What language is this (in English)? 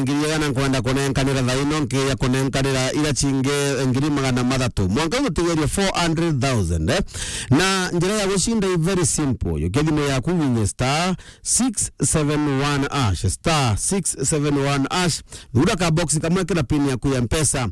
Meru